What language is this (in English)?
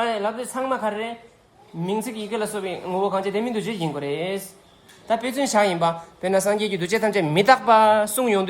Tibetan